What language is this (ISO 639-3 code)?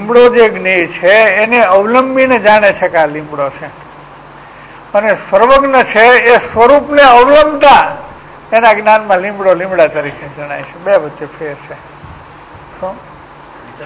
guj